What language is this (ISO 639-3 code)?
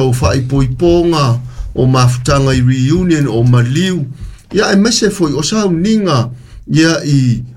smo